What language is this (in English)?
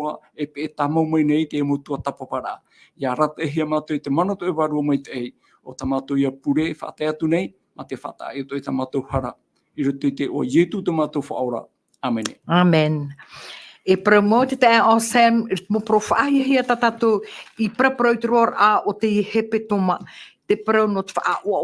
Tahitian